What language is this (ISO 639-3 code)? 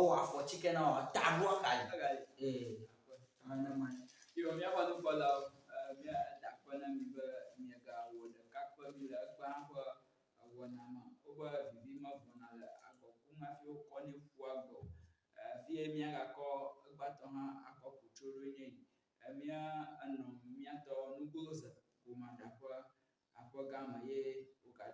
ewe